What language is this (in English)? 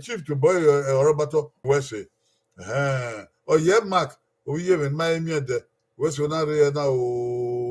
Bini